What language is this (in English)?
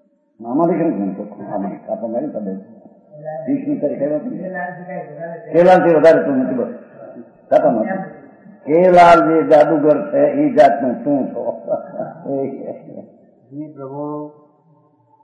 Gujarati